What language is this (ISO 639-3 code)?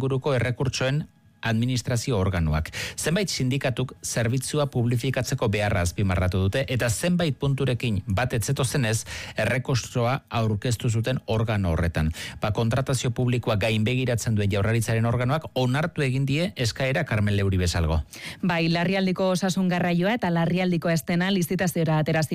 eus